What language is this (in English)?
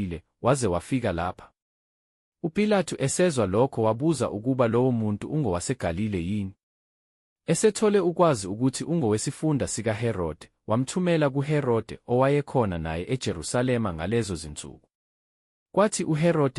Zulu